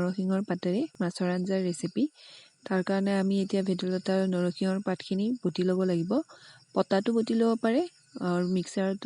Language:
Assamese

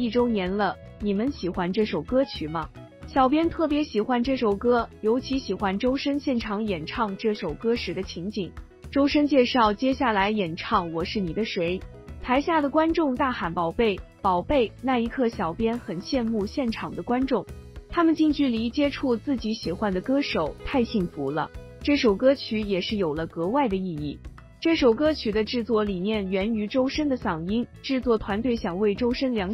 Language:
Chinese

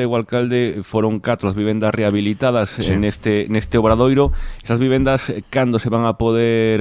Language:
Galician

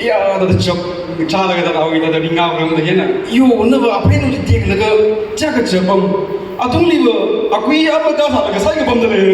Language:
Tangkhul Naga (India)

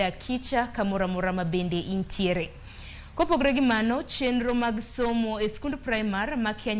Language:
Luo (Kenya and Tanzania)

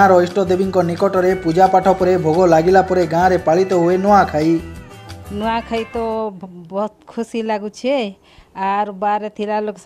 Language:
Odia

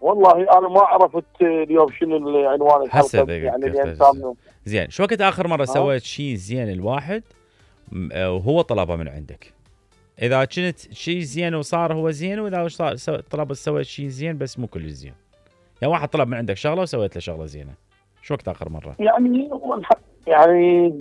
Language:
Mesopotamian Arabic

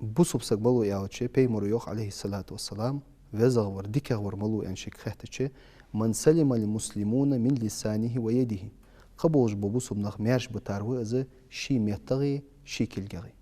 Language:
Ingush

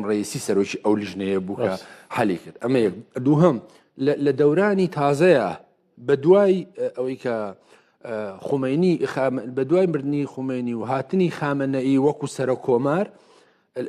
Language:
Central Kurdish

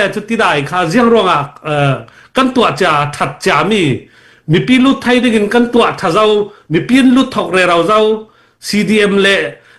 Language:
Hakha Chin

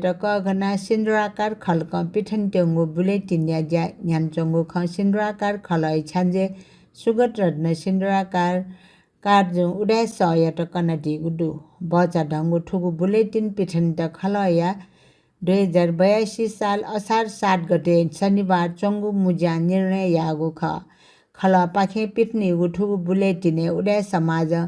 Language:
Newari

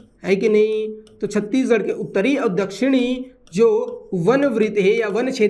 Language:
Chhattisgarhi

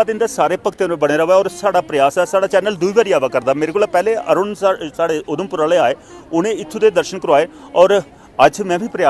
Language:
Dogri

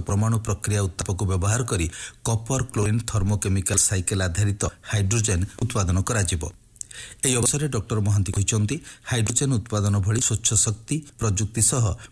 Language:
Odia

